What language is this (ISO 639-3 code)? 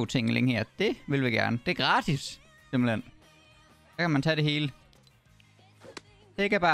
dan